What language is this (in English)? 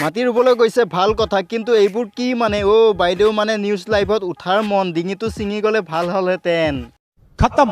Assamese